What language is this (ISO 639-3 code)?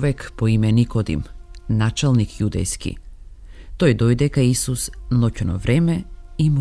mkd